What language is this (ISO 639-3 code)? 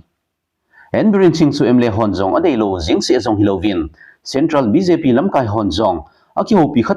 tcz